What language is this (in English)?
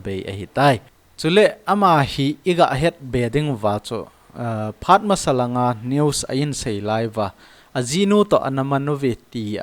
Thado Chin